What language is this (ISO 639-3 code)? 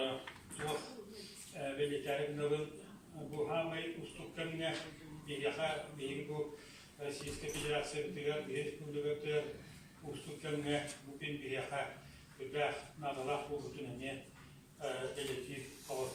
sah